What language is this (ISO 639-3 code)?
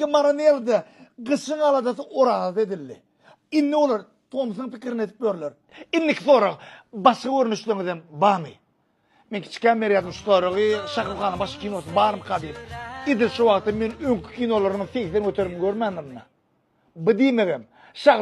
tuk